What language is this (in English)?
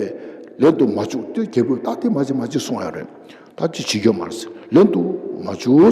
Tibetan